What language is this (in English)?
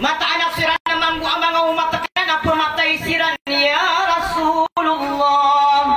Maranao